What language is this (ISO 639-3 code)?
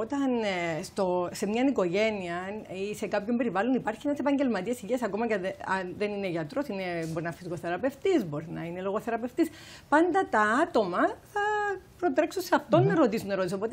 ell